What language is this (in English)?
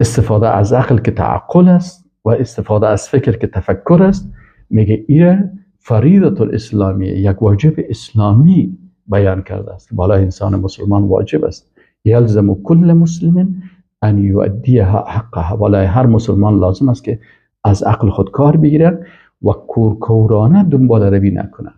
Persian